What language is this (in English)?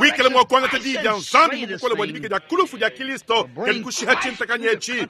Luba-Lulua